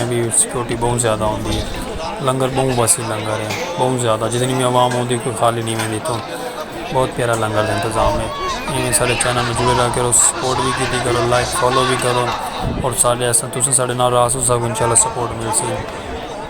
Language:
Saraiki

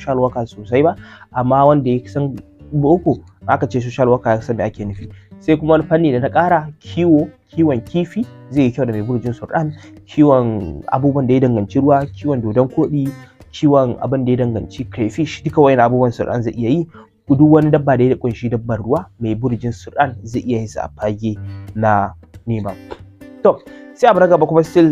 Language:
Hausa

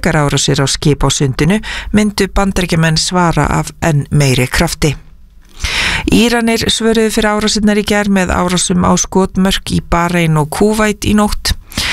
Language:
Icelandic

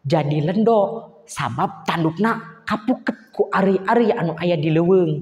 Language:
Sundanese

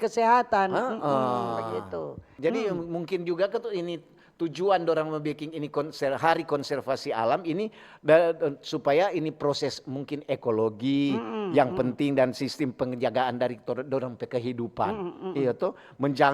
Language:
Manado Malay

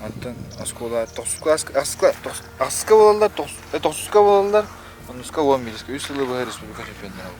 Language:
Yakut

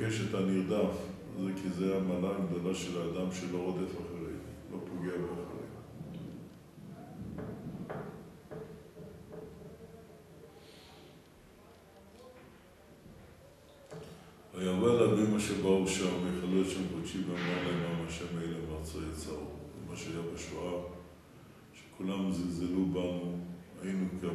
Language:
Hebrew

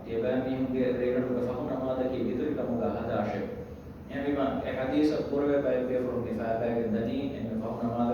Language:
Divehi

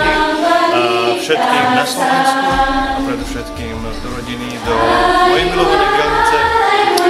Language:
Slovak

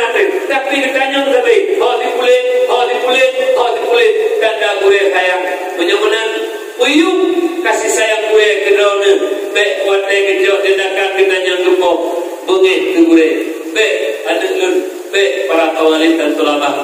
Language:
Achinese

